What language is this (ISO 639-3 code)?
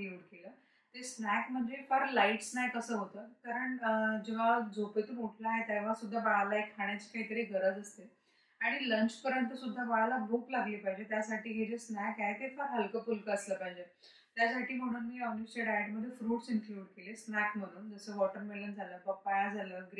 mar